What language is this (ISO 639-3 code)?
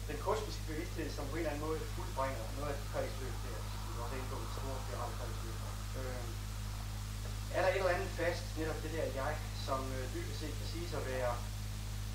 dan